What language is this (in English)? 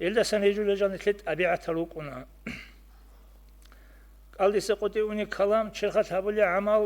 Avaric